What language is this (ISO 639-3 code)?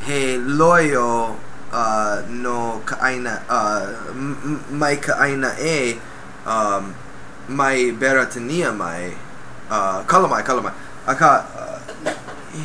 haw